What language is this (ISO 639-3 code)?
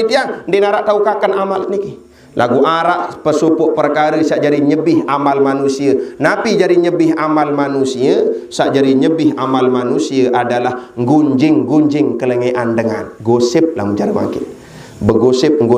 sas